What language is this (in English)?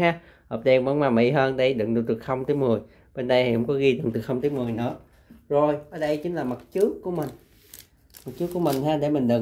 Vietnamese